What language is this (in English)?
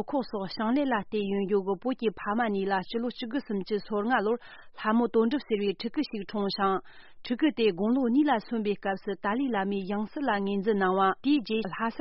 Tibetan